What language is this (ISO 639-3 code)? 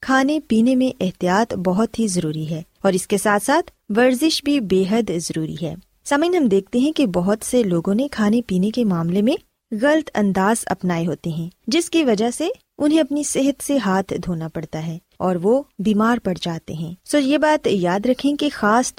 urd